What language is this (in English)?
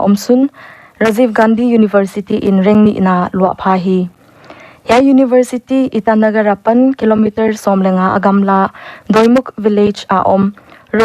Paite Chin